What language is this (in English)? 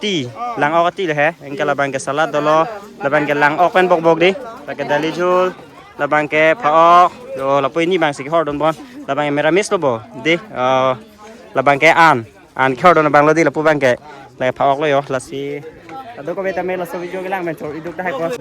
Karbi